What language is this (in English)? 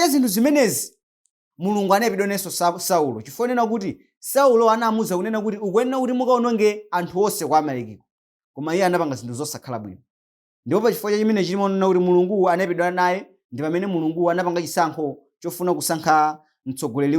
Nyanja